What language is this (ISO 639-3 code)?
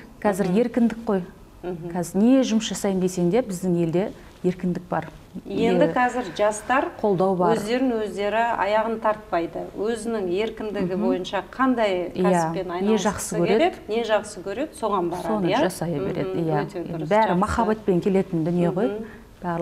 kaz